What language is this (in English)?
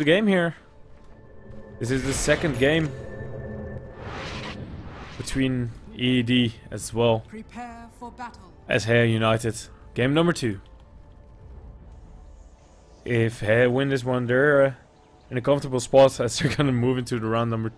English